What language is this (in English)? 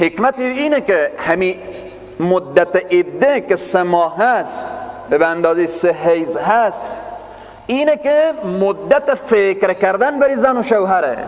Persian